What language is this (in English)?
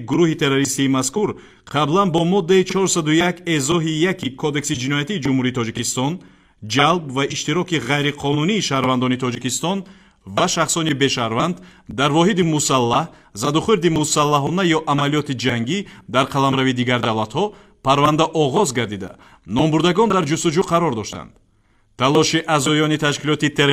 Tajik